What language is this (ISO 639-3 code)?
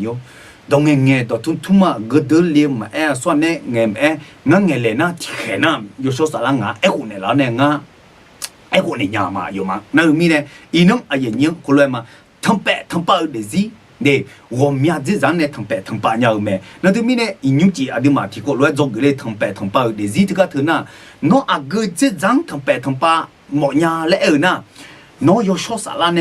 ahk